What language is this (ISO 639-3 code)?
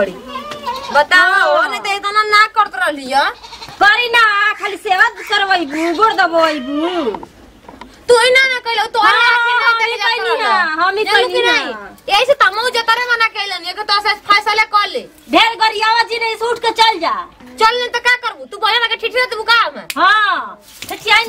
bho